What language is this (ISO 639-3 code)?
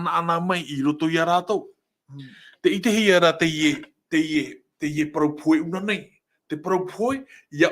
tah